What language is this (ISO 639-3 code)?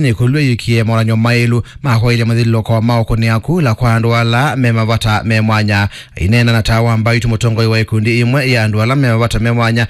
kam